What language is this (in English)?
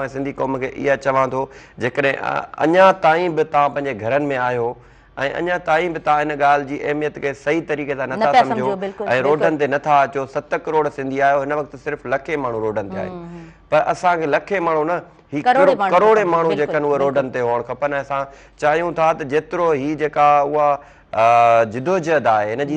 Sindhi